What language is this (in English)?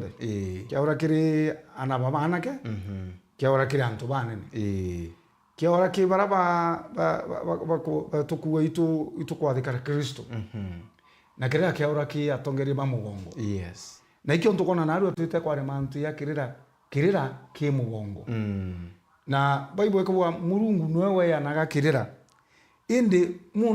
Meru